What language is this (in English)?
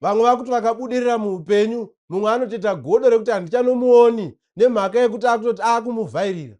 Shona